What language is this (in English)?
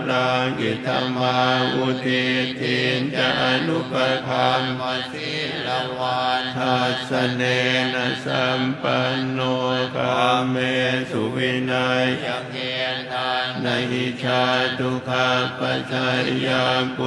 Pali